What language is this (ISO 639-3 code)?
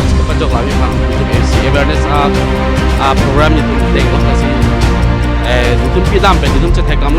mjw